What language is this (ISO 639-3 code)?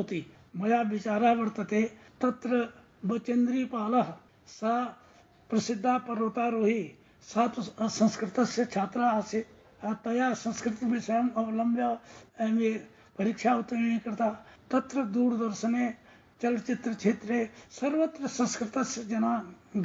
san